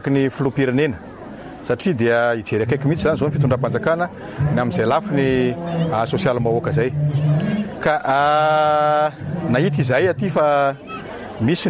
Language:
Malagasy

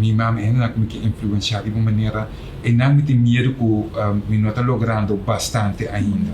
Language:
Papiamento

